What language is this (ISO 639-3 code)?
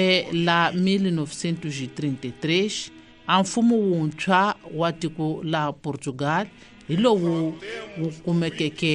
tso